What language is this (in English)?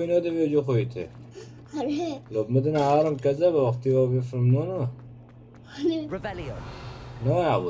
Kurdish